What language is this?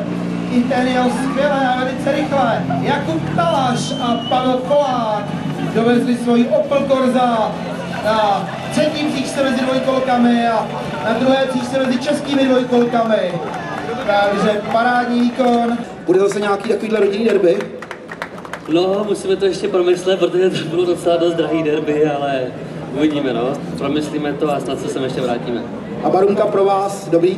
Czech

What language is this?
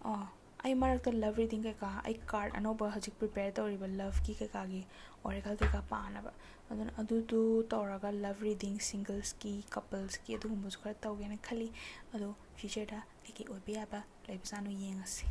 Manipuri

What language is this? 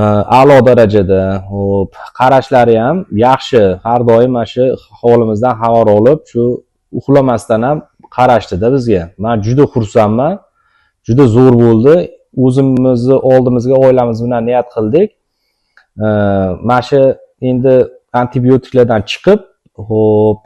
Uzbek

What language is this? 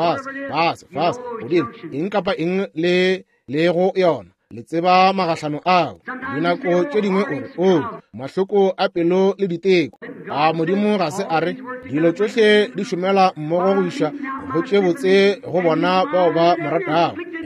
Northern Sotho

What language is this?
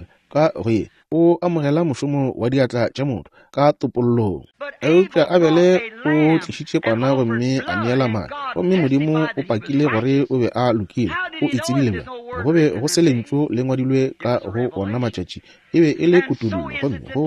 Northern Sotho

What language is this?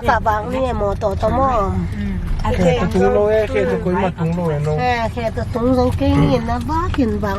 Tedim Chin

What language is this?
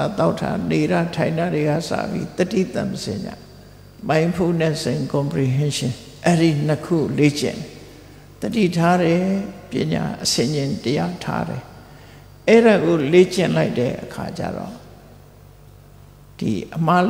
Burmese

